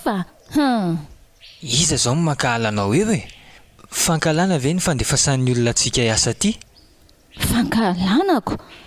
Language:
Malagasy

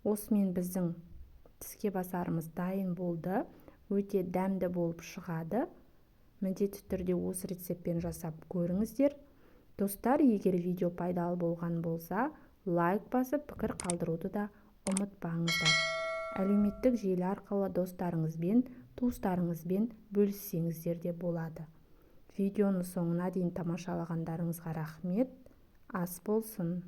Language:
Kazakh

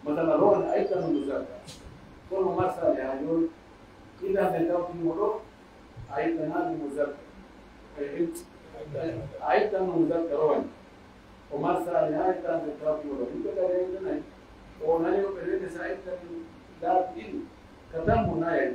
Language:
Pular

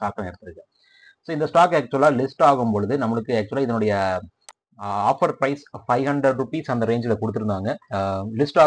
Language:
Tamil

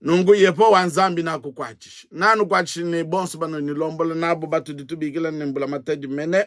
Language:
Luba-Lulua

